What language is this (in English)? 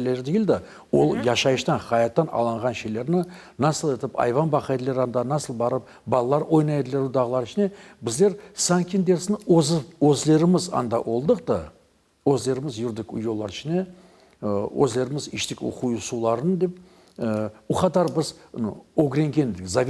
Crimean Tatar